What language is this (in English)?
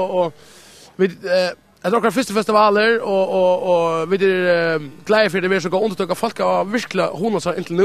Faroese